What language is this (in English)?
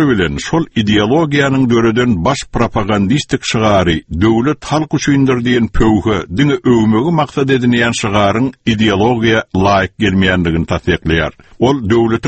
Turkmen